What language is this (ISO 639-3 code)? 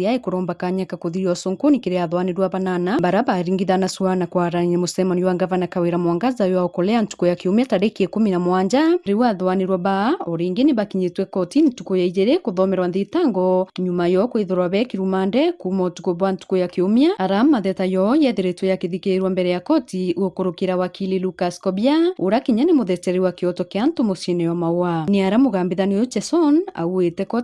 mer